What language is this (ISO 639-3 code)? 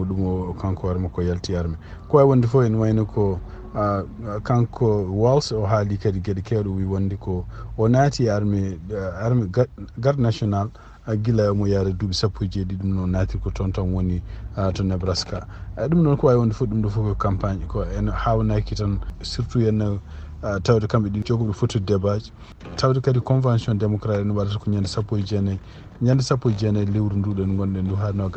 ful